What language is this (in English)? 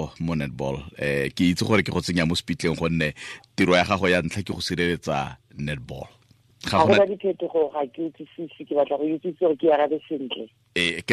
Tswana